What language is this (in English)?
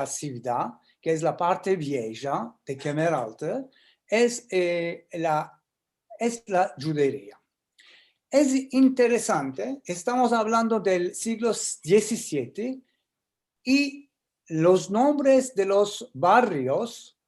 Ladino